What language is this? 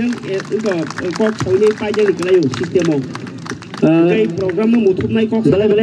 Kok Borok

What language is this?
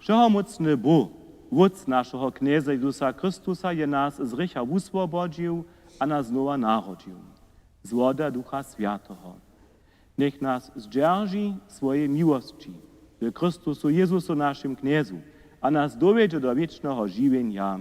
Upper Sorbian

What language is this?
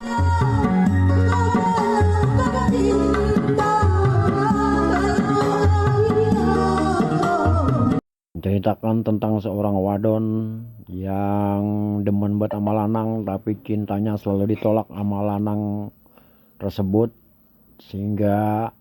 Betawi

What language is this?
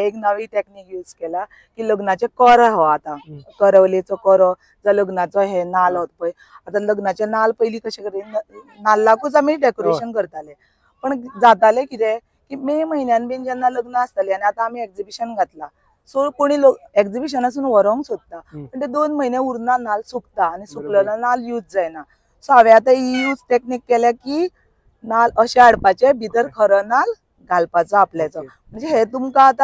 Konkani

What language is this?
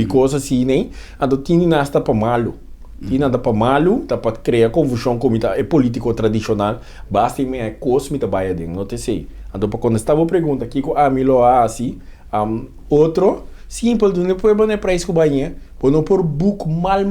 Papiamento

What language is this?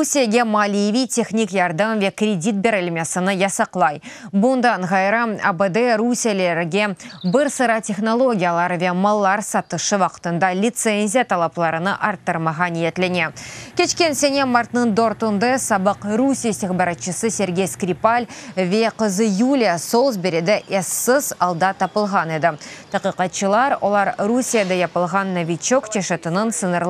Crimean Tatar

